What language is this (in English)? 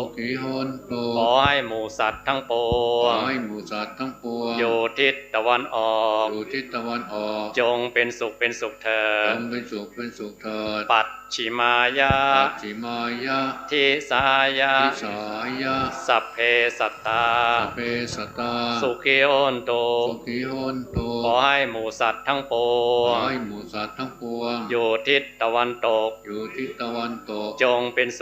Pali